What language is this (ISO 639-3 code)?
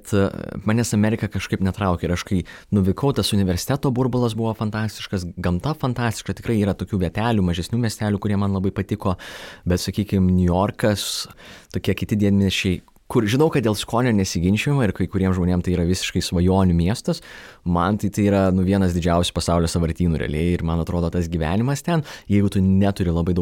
lit